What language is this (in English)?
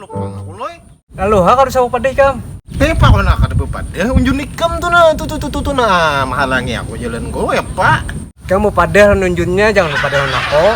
Banjar